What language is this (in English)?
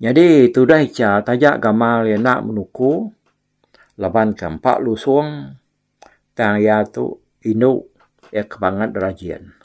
Iban